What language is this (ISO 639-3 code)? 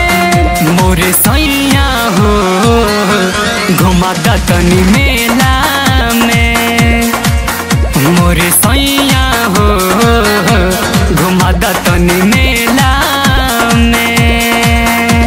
bho